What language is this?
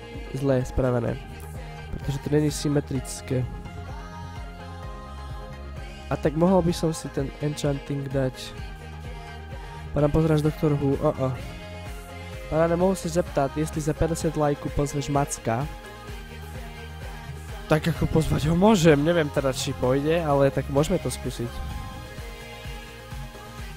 Slovak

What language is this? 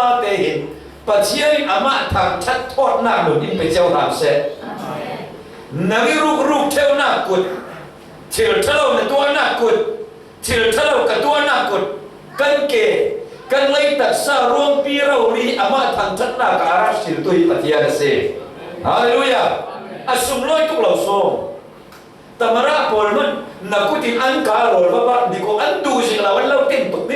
Falam Chin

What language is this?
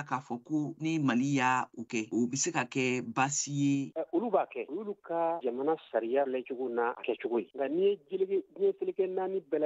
Bambara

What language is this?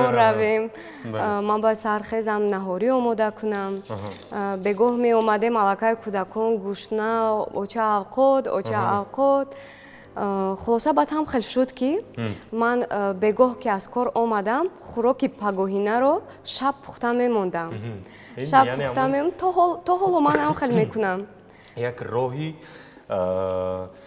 Tajik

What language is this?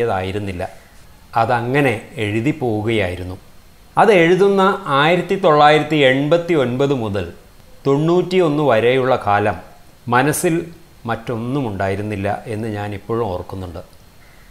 Malayalam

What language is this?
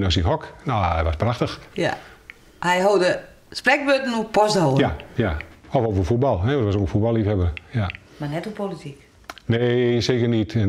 Western Frisian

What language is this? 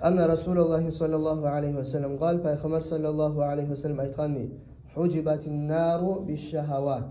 Kumyk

